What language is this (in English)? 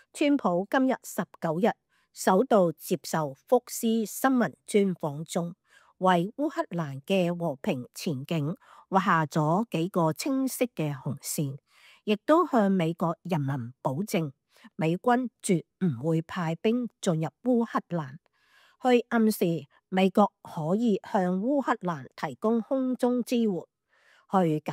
Cantonese